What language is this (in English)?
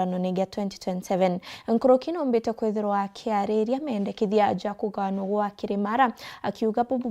Meru